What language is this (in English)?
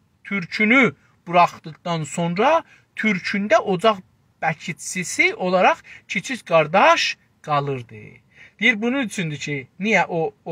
South Azerbaijani